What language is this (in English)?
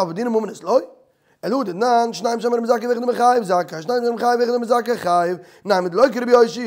Yiddish